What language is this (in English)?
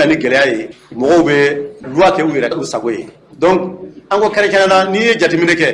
Bambara